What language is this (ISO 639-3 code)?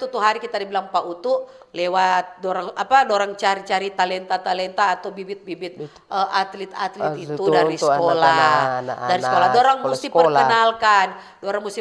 xmm